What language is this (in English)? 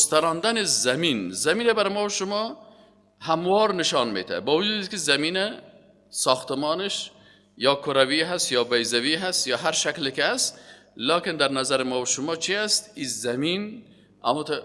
Persian